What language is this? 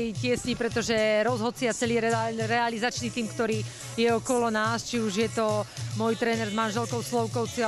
Slovak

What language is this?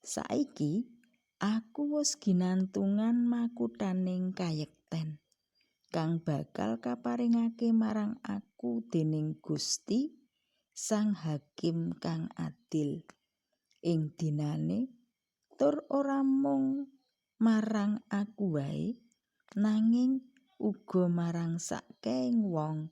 Javanese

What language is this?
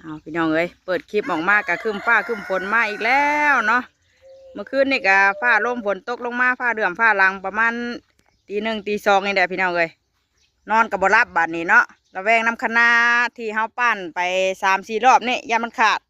Northeastern Thai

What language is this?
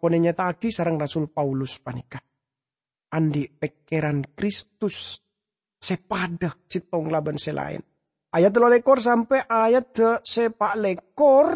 Madurese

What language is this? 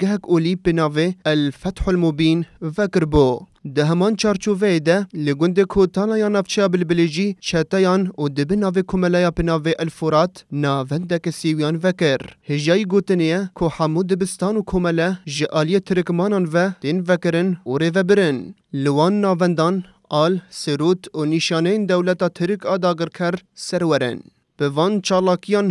Kurdish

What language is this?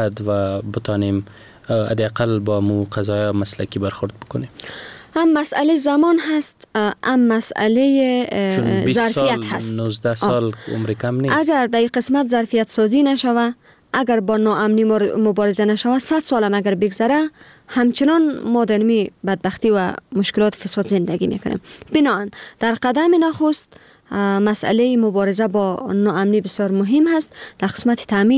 Persian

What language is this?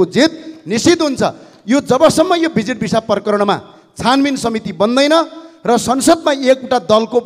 Nepali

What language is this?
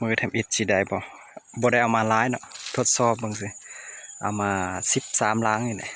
Lao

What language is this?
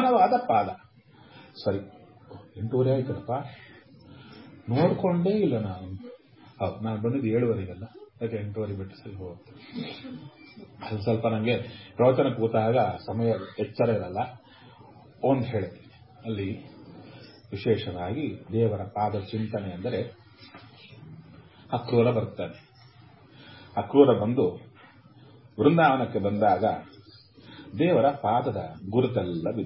Kannada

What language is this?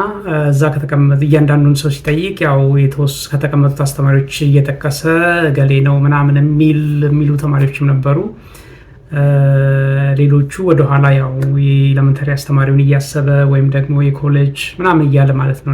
Amharic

